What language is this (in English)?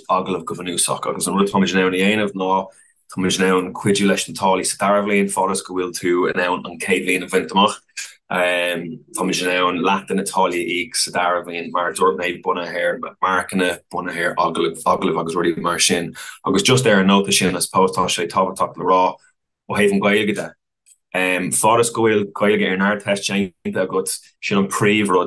Irish